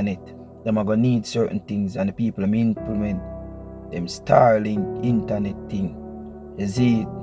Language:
Jamaican Creole English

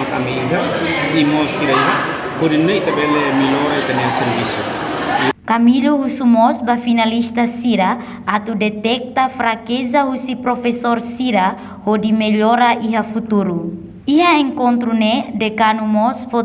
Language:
Tetum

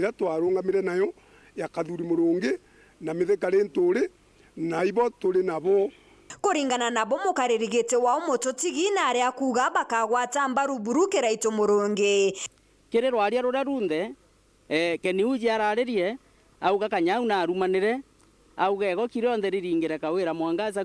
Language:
Meru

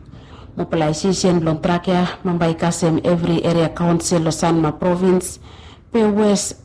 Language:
Bislama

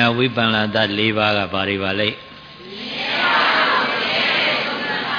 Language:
Burmese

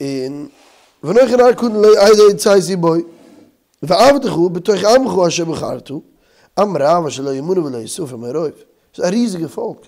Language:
Yiddish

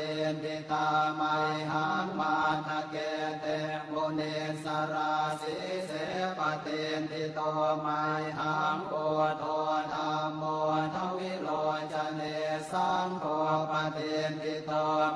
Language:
Pali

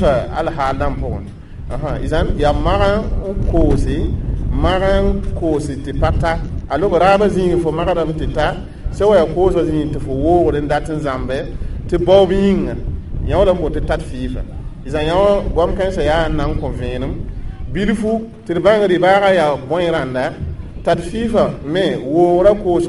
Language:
Mossi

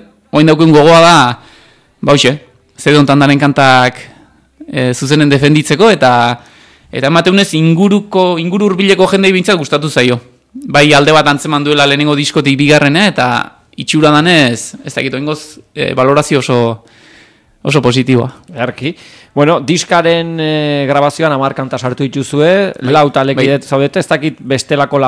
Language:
Basque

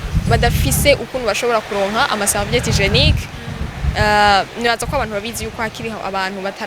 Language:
Rundi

